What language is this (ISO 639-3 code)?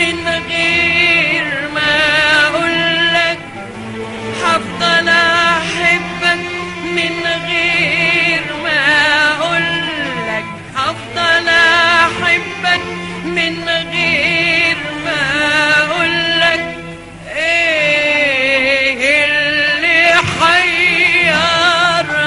arz